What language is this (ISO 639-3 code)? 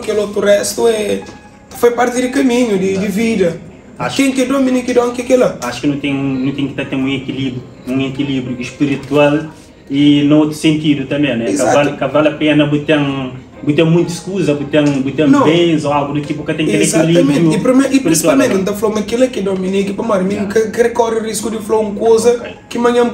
kea